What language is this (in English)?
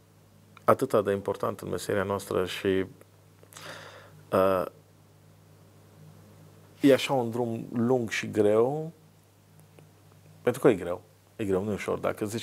Romanian